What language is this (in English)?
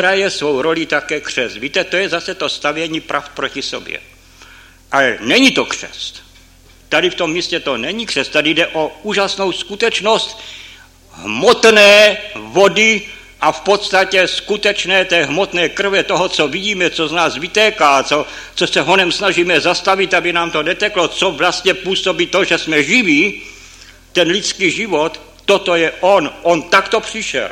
Czech